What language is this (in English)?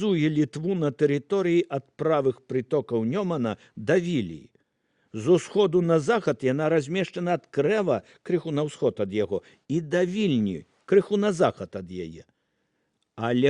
Belarusian